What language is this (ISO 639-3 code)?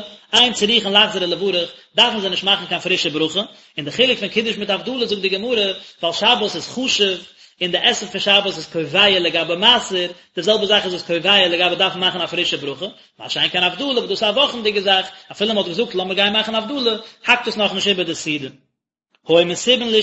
yid